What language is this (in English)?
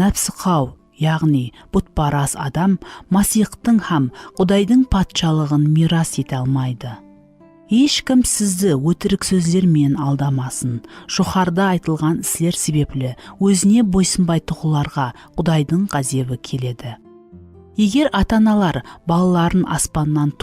Kara-Kalpak